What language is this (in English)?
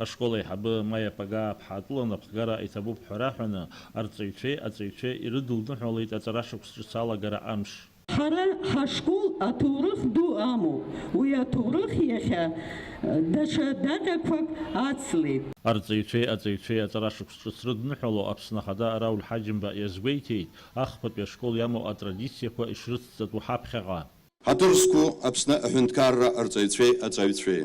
Abkhazian